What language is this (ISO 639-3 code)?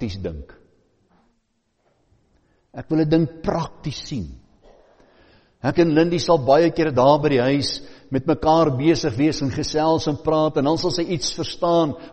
afr